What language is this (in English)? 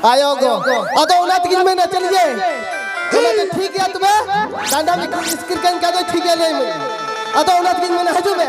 Santali